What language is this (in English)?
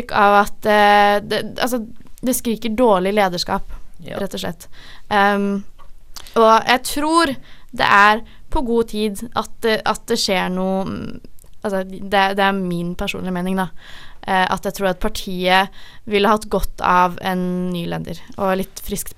Norwegian